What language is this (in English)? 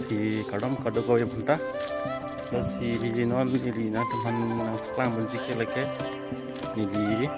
Karbi